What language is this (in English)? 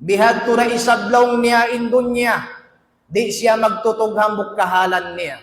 Tausug